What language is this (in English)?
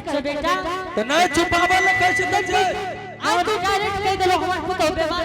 Angika